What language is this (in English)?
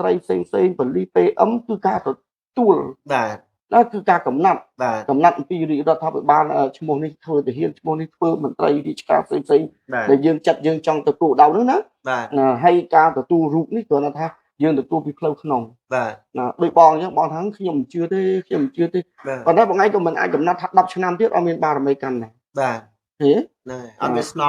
Khmer